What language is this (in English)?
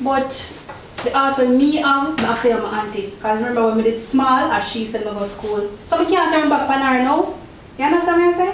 Jamaican Creole English